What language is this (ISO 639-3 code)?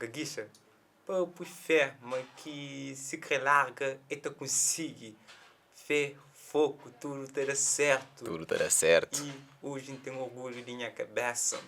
kea